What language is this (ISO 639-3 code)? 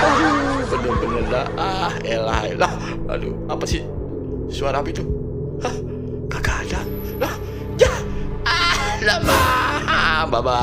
bew